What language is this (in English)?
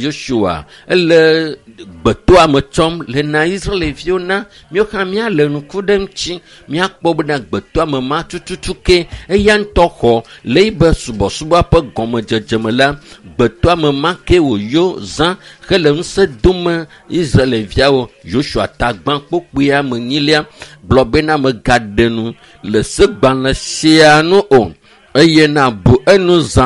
Ewe